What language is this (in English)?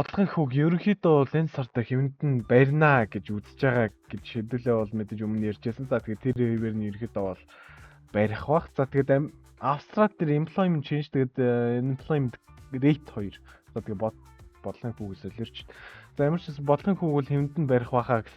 Mongolian